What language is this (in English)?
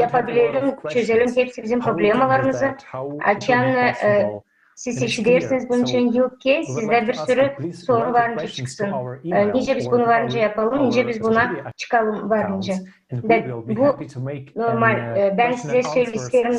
Gagauz